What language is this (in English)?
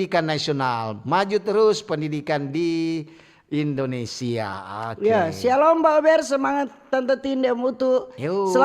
Manado Malay